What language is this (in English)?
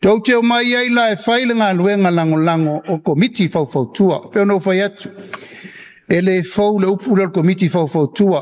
Samoan